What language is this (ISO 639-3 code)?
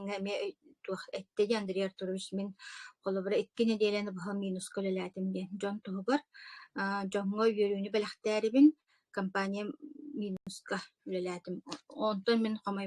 sah